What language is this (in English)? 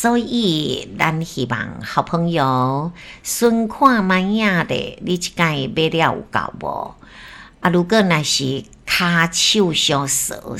Min Nan Chinese